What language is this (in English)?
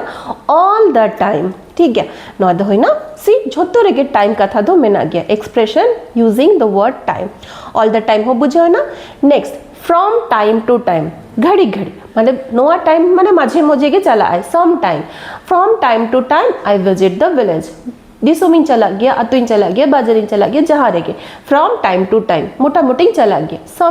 Santali